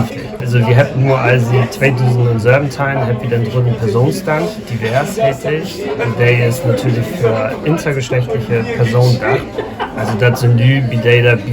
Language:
Low German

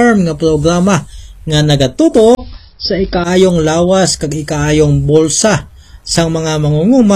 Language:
Hiligaynon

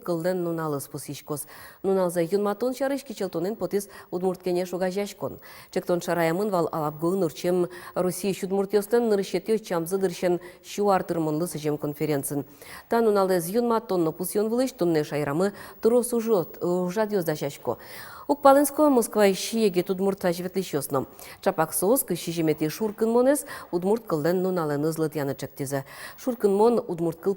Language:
Udmurt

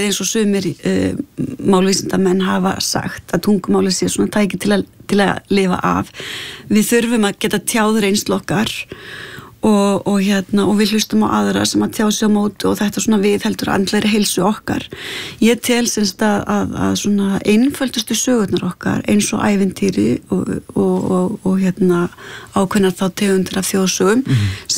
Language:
Icelandic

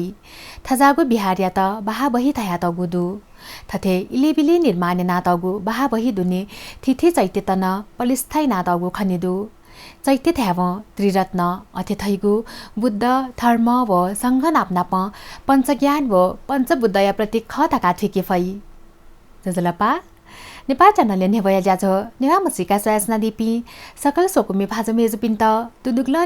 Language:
Newari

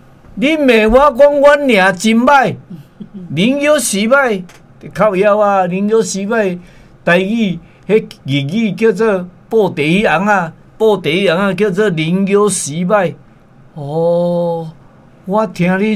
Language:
Min Nan Chinese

